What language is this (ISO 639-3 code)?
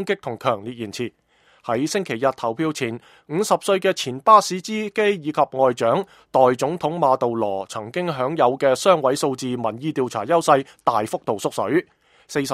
yue